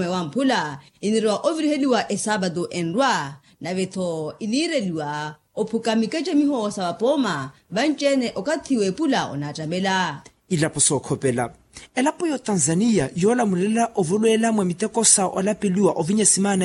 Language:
Makhuwa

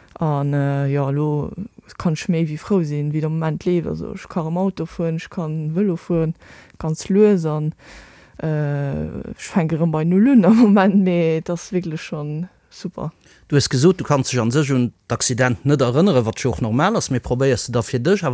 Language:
Luxembourgish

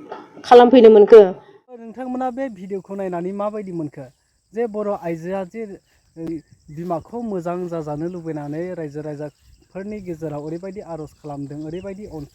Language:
Bodo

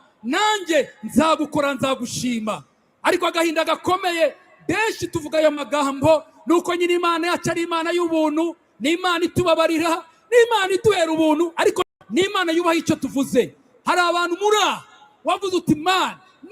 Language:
Kinyarwanda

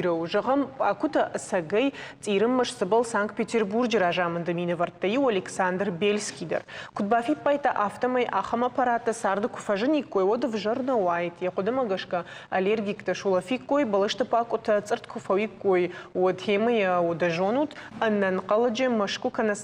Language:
Ossetic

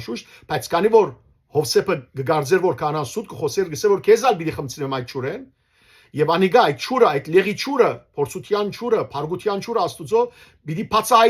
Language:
Western Armenian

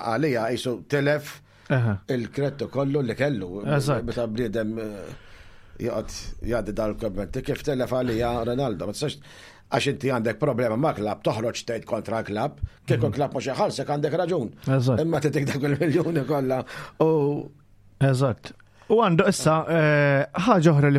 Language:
Maltese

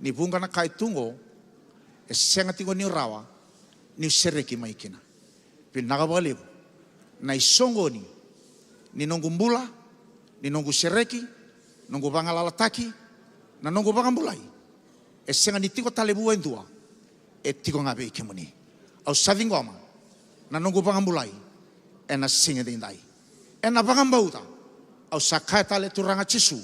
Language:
Fijian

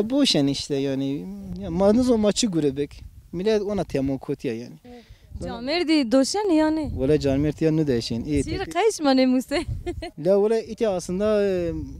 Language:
Zaza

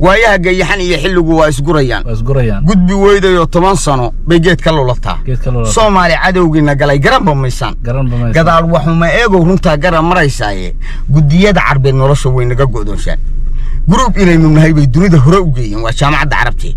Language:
Somali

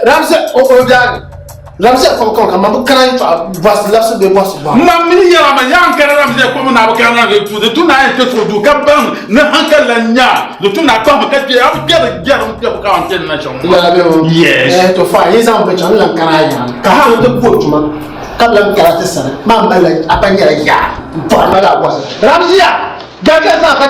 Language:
Dagbani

